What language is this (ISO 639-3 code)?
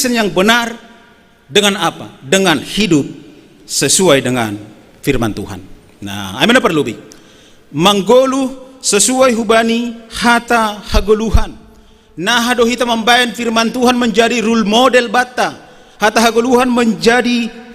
bts